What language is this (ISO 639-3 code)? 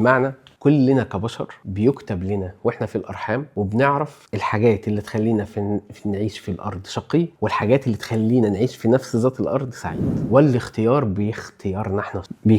arz